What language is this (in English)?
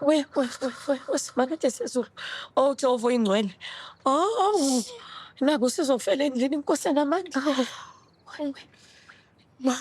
Zulu